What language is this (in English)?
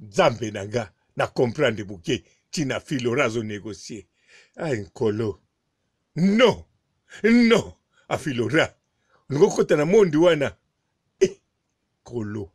Lingala